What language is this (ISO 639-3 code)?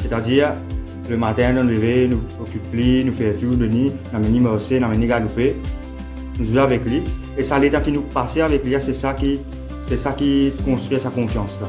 mfe